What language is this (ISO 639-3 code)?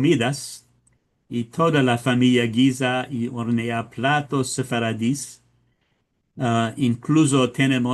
lad